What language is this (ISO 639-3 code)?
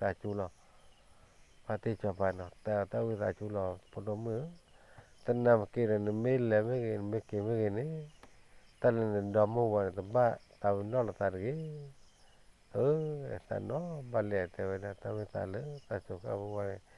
ksw